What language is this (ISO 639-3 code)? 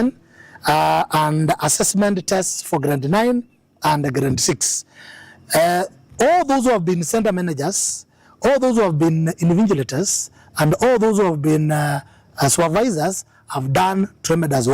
kam